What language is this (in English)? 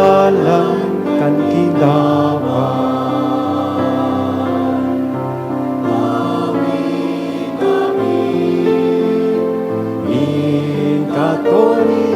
Bikol